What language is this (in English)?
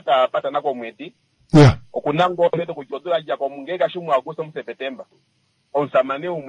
Kuanyama